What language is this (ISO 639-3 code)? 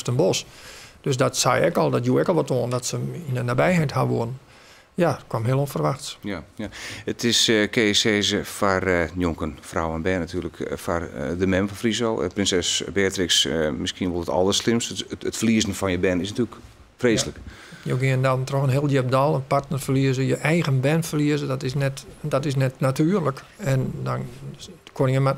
fry